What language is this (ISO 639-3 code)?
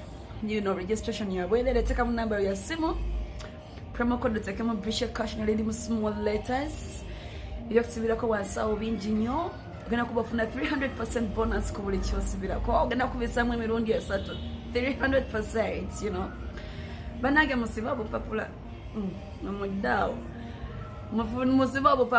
lug